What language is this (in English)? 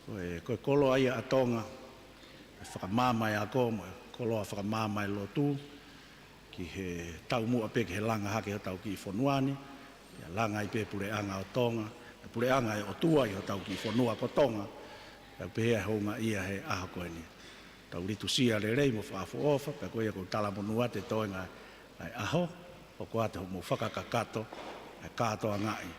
Tongan